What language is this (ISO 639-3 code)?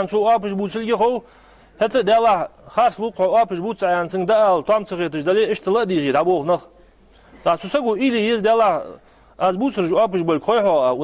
inh